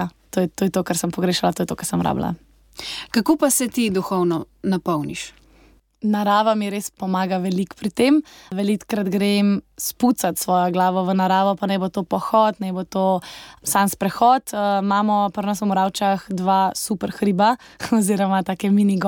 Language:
Slovenian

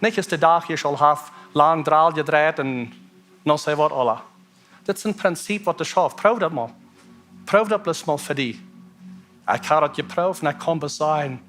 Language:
Plautdietsch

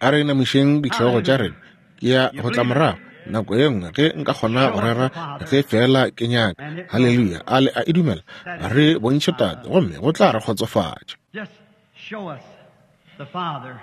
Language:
Northern Sotho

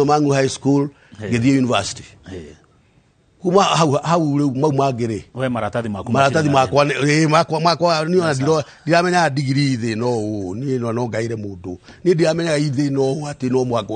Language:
Kikuyu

